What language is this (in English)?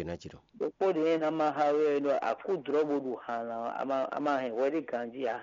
Fon